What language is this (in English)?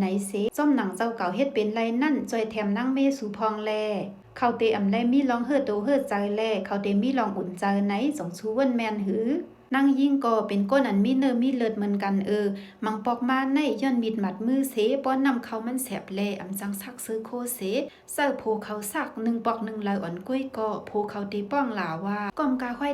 Shan